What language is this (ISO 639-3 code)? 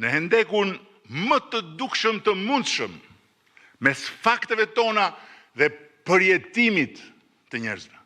sqi